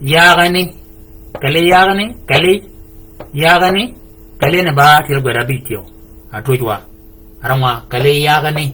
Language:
Shilluk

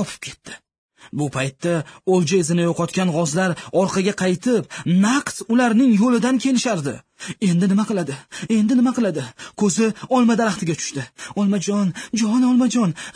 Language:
Uzbek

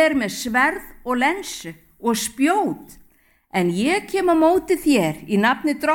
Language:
Icelandic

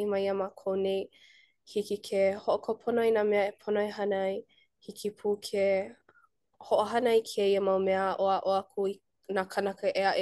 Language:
Hawaiian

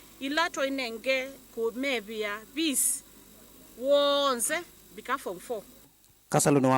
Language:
Kamba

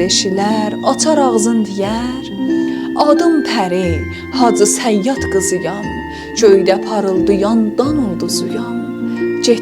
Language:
South Azerbaijani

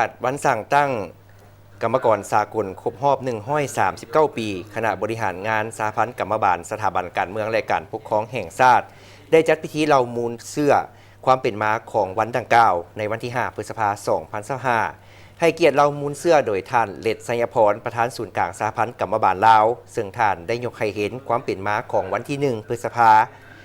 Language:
Lao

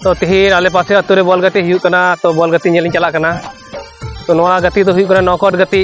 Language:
Santali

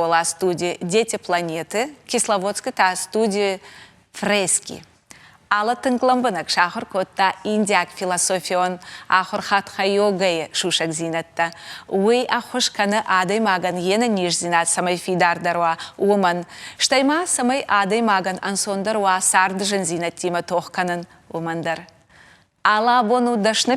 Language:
Ossetic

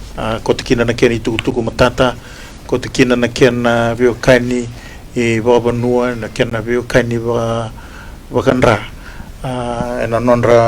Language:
Fijian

